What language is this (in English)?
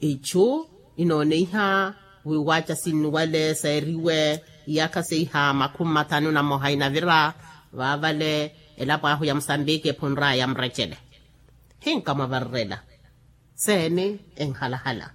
Makhuwa